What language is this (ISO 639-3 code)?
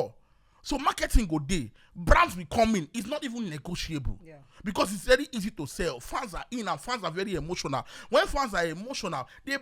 pcm